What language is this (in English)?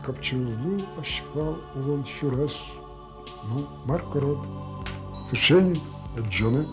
Udmurt